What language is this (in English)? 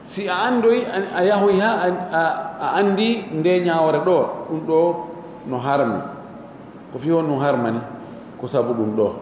Pular